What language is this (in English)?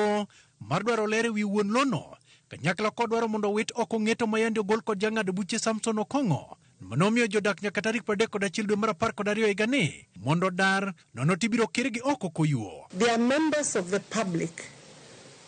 Luo (Kenya and Tanzania)